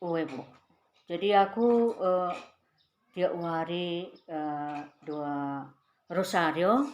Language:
Batak Karo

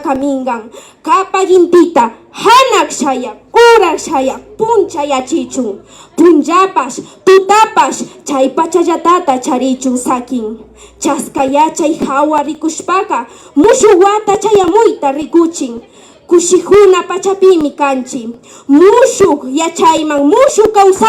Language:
Imbabura Highland Quichua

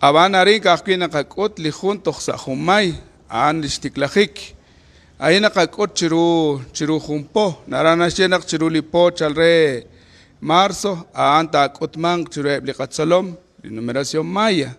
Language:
Kekchí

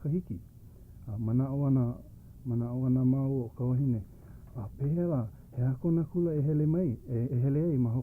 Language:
Hawaiian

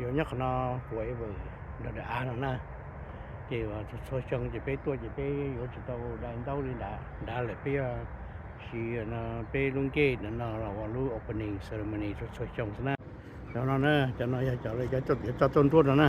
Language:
Hmong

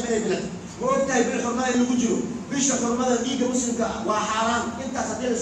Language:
Somali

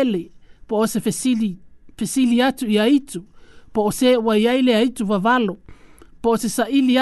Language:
Samoan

